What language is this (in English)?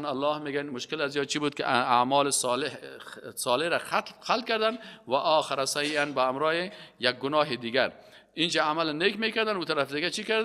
Persian